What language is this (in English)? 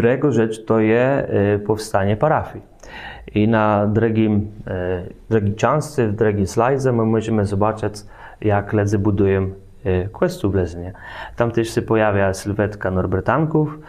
Kashubian